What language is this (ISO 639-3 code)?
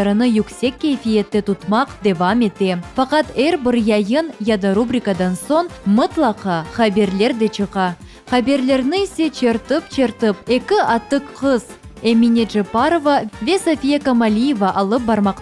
crh